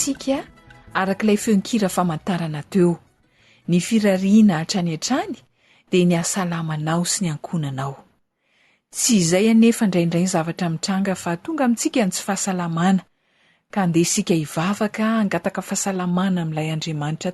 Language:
Malagasy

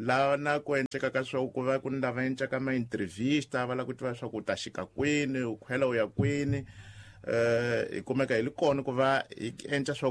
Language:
Tsonga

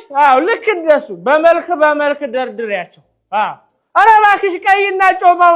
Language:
Amharic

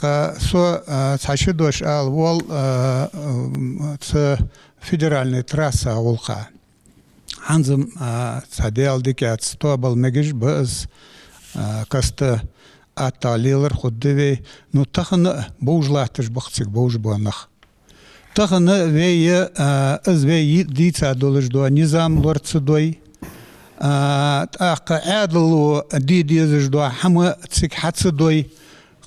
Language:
Ingush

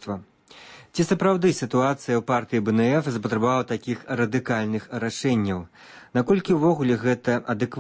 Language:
Belarusian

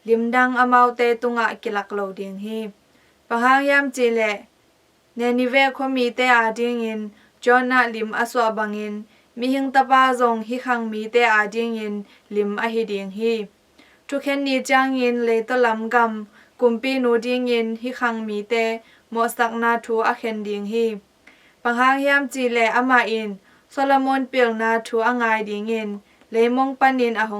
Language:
Tedim Chin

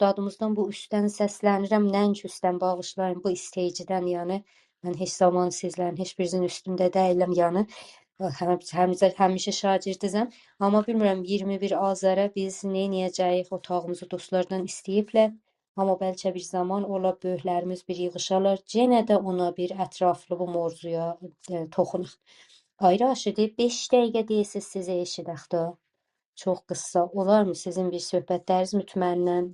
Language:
South Azerbaijani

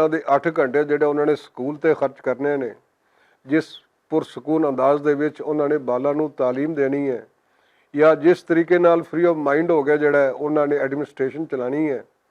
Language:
Western Panjabi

